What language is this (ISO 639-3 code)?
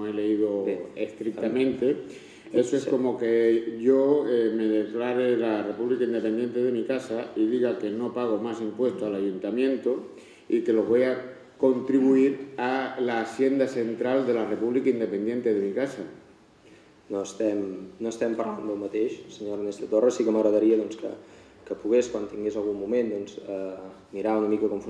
cat